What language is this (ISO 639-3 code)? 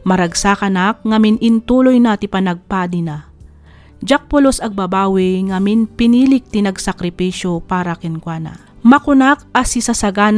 ilo